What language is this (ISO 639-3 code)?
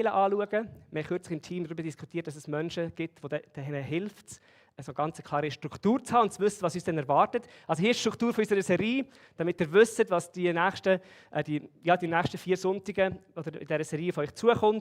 gsw